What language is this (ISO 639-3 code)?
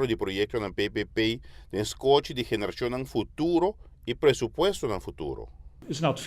pap